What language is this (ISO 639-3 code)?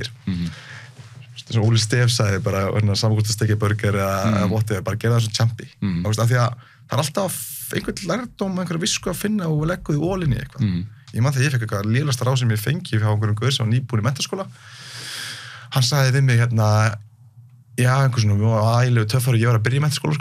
isl